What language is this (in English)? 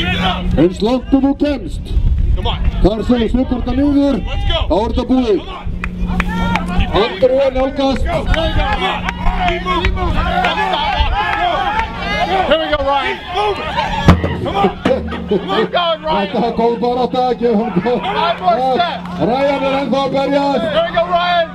Icelandic